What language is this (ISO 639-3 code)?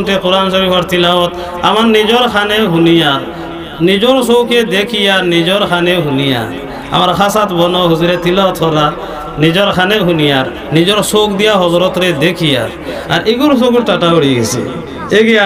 syl